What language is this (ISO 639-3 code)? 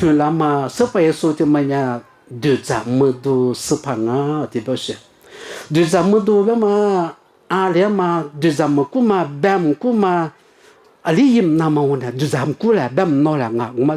lis